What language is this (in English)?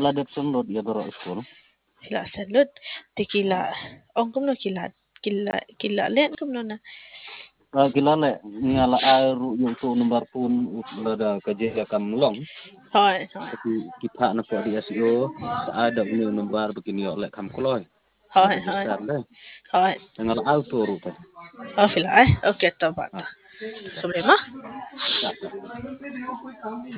Khasi